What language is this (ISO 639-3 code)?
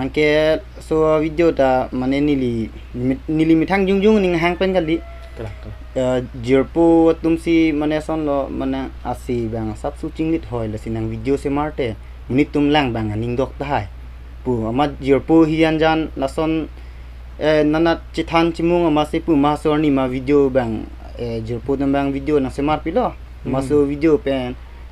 mjw